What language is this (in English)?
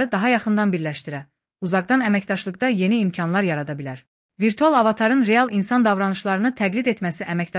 Azerbaijani